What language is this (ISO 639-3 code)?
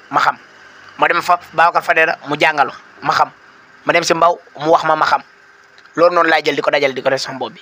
wol